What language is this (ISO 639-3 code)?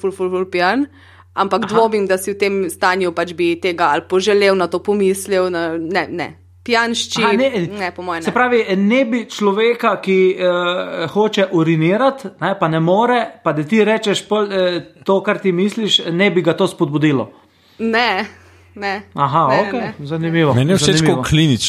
slv